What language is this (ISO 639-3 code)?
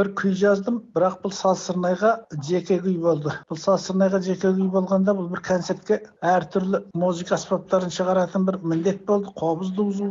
kaz